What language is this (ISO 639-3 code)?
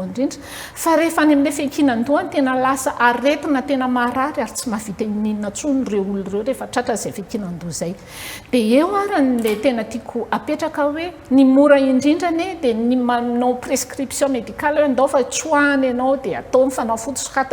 mlg